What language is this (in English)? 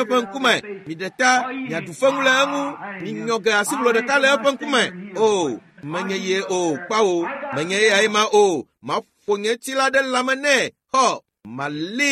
Ewe